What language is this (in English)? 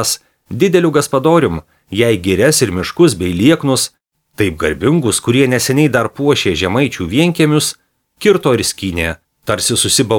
Lithuanian